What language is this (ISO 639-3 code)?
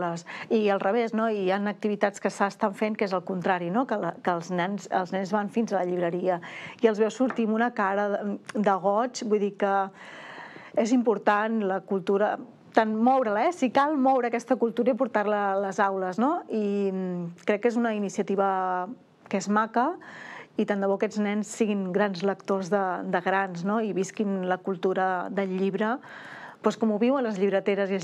cat